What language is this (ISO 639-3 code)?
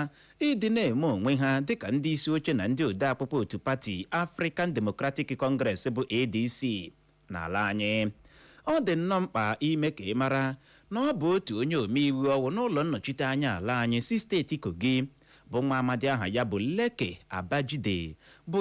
ibo